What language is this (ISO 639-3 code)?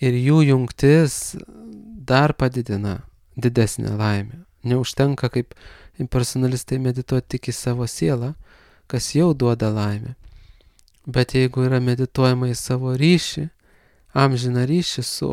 lit